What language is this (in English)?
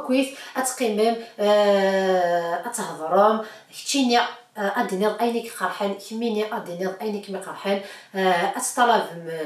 Kabyle